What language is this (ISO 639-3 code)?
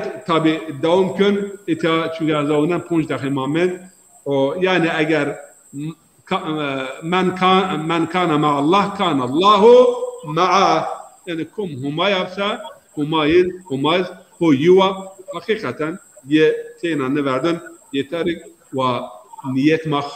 zza